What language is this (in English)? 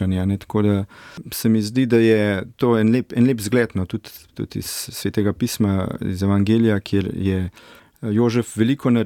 Slovenian